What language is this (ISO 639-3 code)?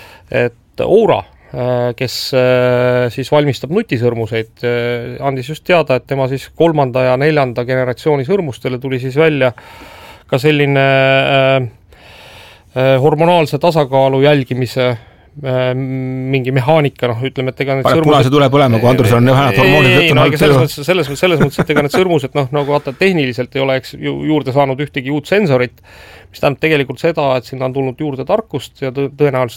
est